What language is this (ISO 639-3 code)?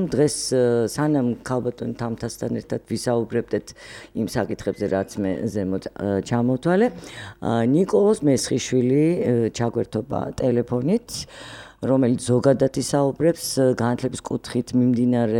kat